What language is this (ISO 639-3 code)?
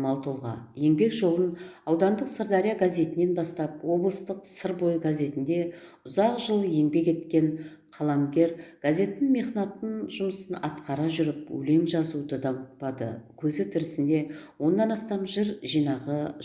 kaz